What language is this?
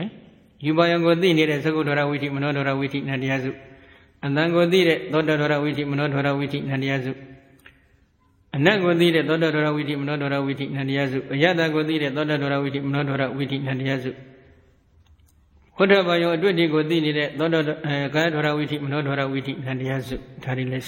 Burmese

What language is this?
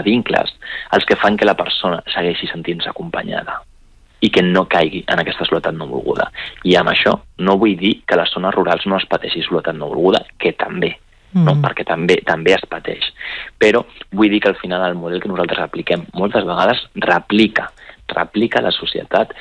Catalan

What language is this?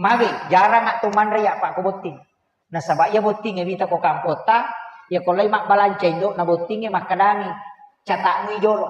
Buginese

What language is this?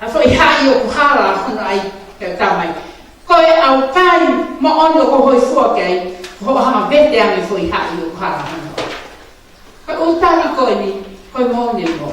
Tongan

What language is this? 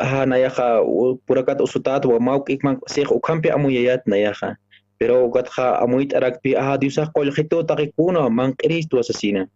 Aymara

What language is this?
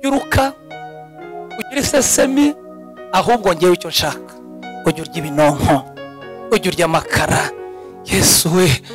Kinyarwanda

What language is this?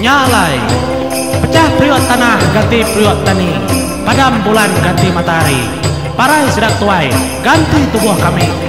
Iban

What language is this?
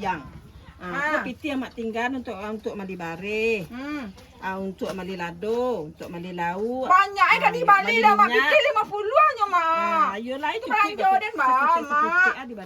Minangkabau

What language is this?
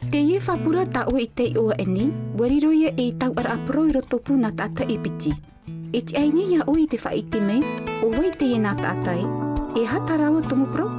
Tahitian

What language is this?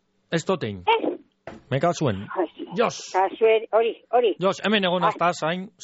Basque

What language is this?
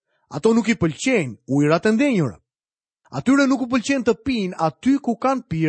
Albanian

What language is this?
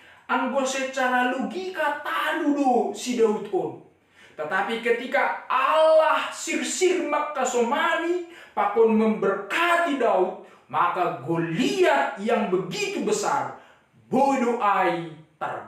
Batak Simalungun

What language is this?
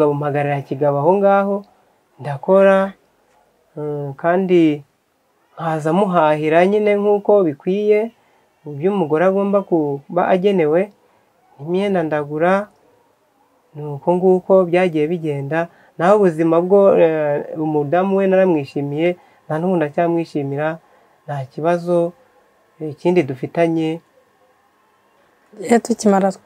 Kinyarwanda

